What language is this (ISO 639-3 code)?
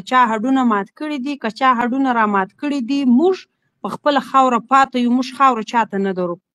pus